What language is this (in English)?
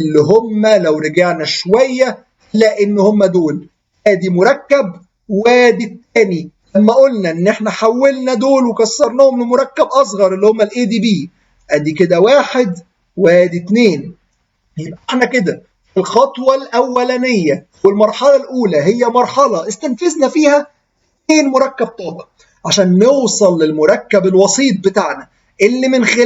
Egyptian Arabic